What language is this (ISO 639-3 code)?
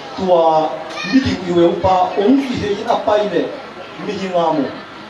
ctd